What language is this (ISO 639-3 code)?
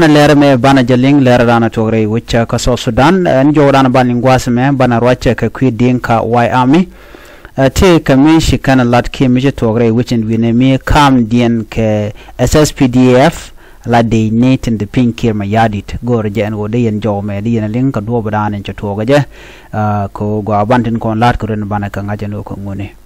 nus